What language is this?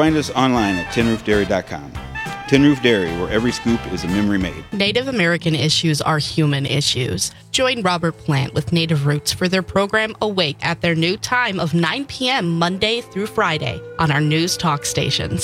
English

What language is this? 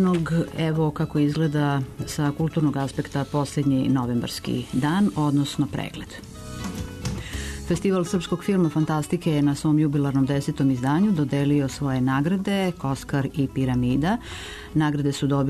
Serbian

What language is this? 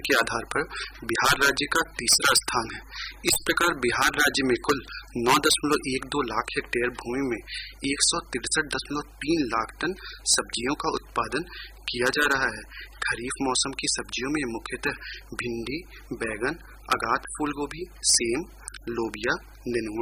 Hindi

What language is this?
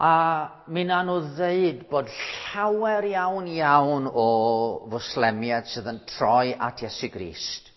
Welsh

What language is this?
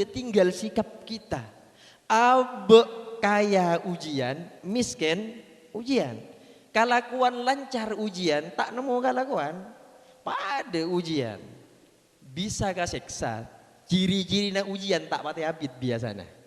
Madurese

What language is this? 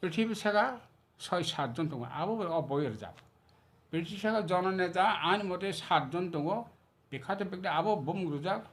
Kok Borok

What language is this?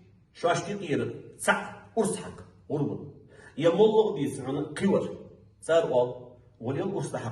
Ingush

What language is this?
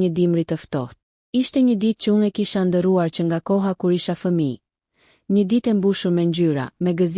Albanian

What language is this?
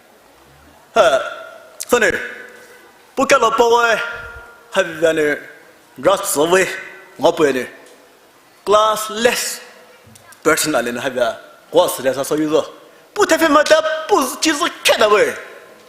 Poumei Naga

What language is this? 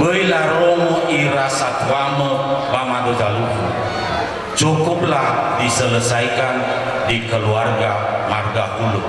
Nias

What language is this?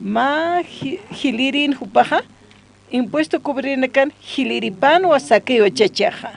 Aymara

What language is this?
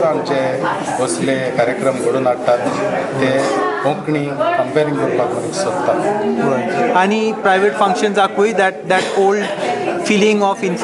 Konkani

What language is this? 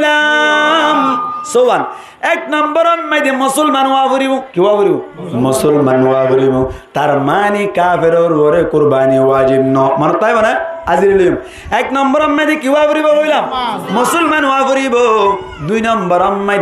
Rohingya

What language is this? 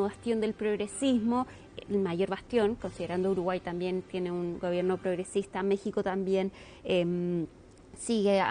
Spanish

